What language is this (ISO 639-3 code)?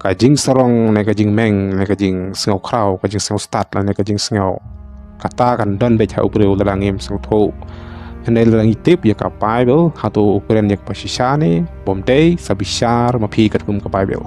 kha